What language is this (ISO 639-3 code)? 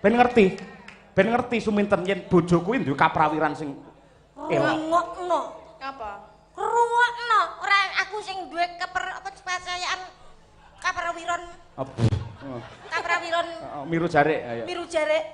jav